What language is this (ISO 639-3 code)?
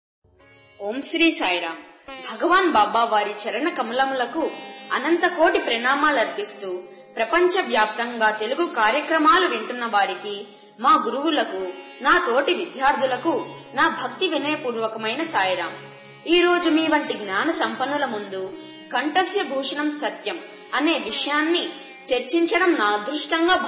tel